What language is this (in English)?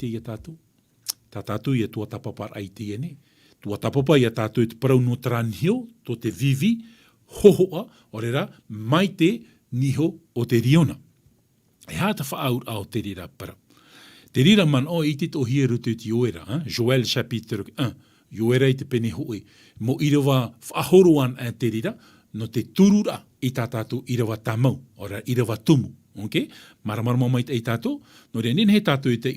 Tahitian